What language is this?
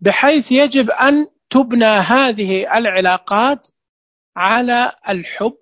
Najdi Arabic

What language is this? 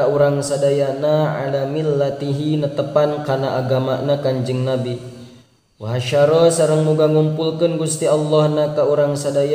Sundanese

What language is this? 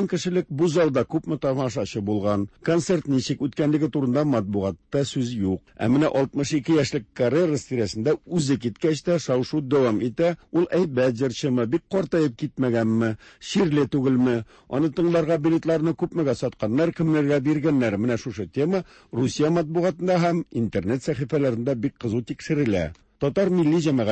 Tatar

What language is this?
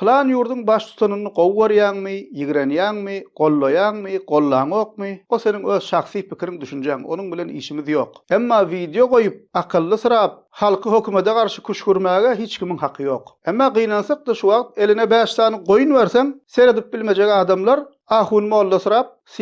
Turkmen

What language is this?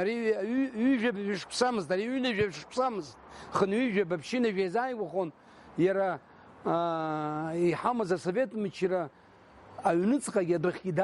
Abkhazian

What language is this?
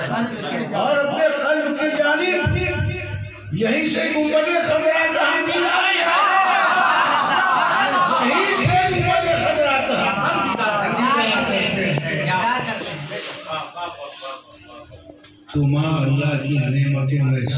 Urdu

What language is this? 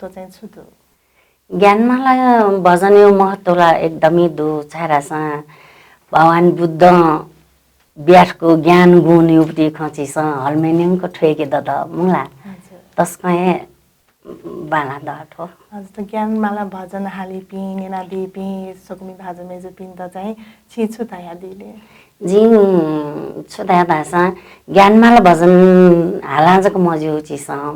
Newari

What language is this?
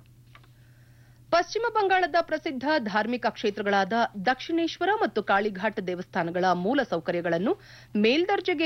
Kannada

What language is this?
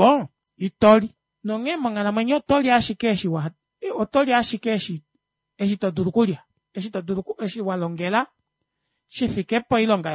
Kuanyama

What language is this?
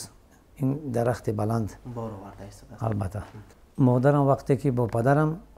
Tajik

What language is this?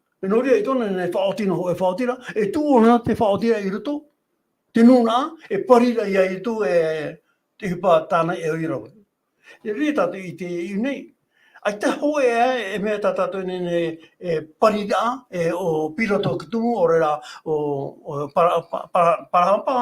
Tahitian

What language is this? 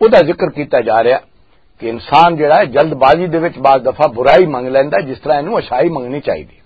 Western Panjabi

